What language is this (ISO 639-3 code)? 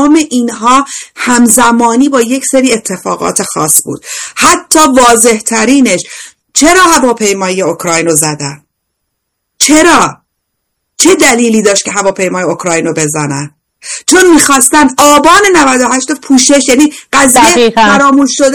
fas